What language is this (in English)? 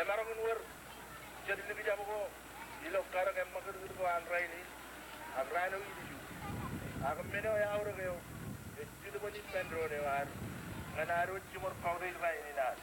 Marshallese